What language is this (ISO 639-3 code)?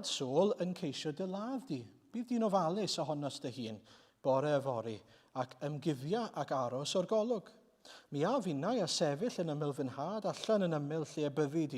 cym